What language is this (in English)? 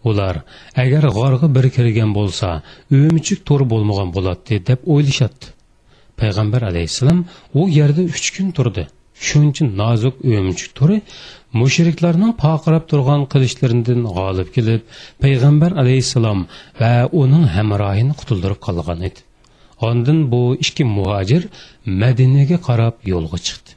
Uyghur